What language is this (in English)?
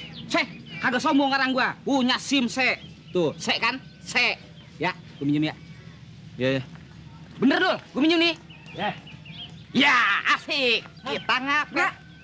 Betawi